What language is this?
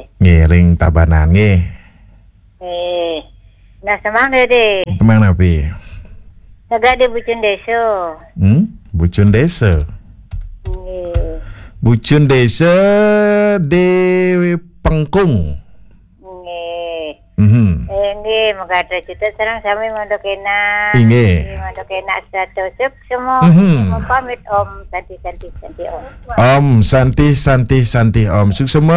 Balinese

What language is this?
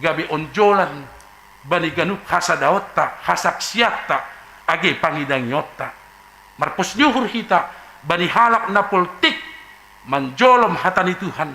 Batak Simalungun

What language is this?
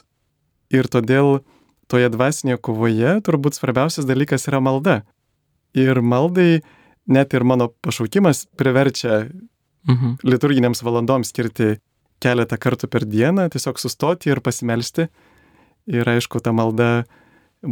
Lithuanian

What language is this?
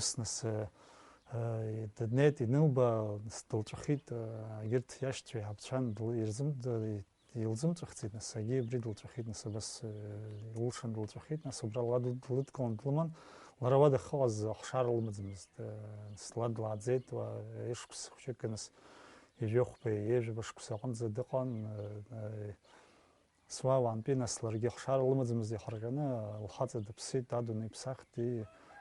Abkhazian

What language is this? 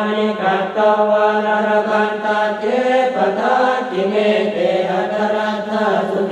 Pali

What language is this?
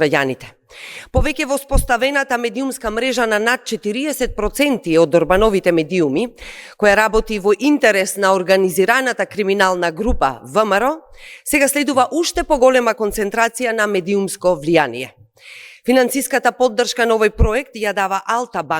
Macedonian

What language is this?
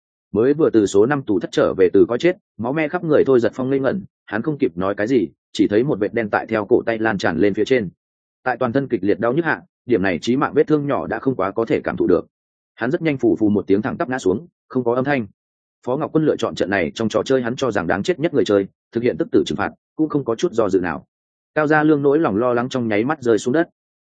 Vietnamese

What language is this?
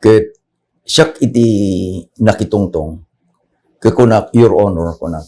Iloko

